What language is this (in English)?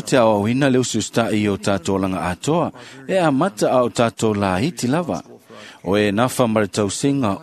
Samoan